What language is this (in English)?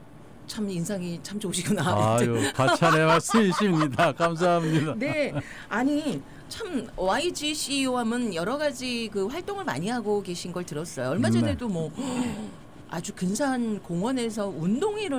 Korean